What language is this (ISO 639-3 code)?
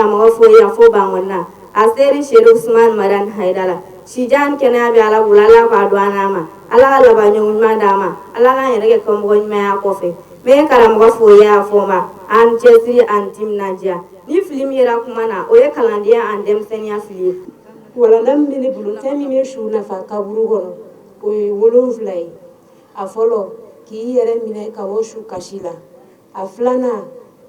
bam